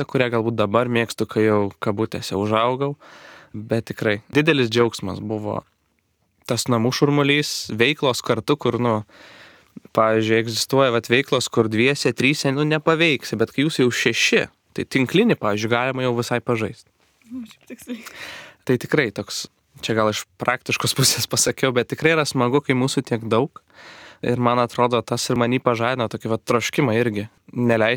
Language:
Lithuanian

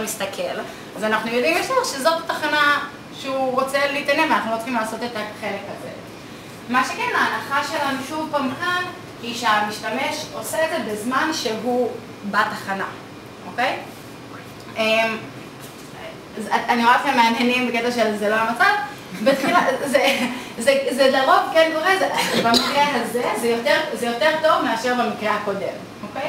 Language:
Hebrew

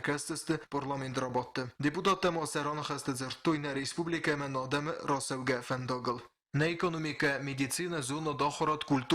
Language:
Ossetic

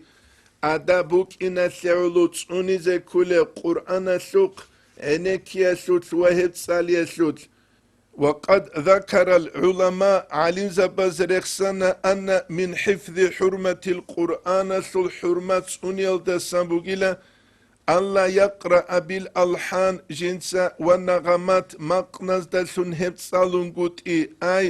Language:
Avaric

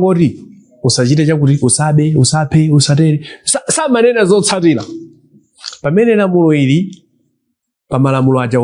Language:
Nyanja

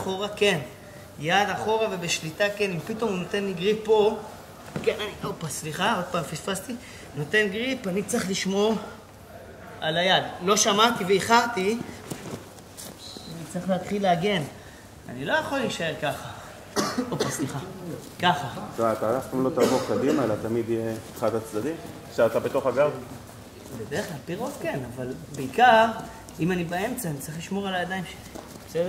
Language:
Hebrew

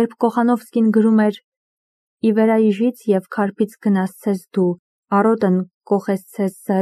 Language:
Armenian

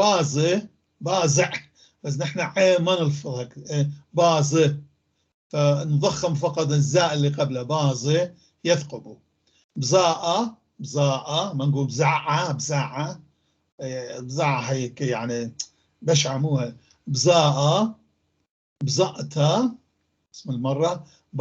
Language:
North Levantine Arabic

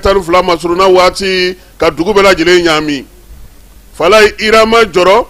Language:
Bambara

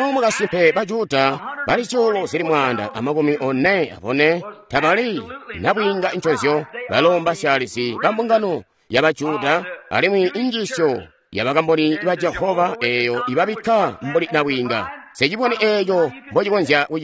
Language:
Tonga (Zambia)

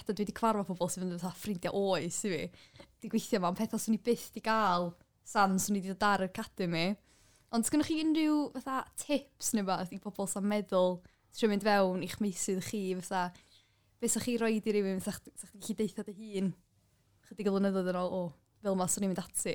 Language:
Welsh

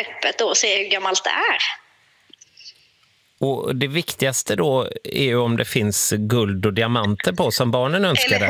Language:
Swedish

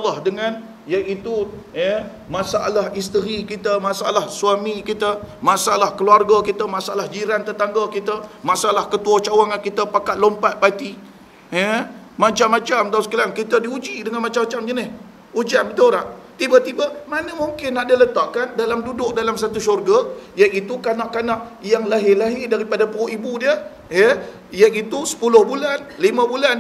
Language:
Malay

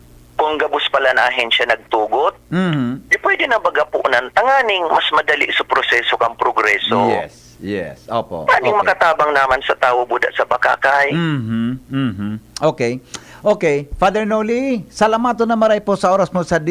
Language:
Bikol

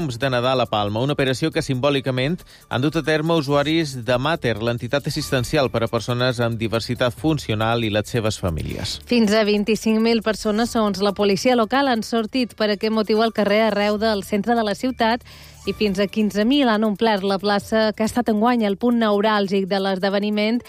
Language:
Catalan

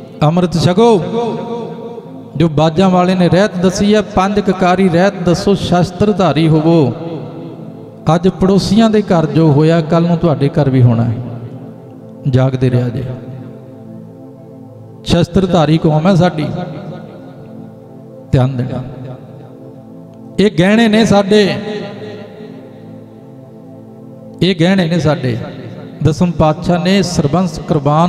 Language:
Punjabi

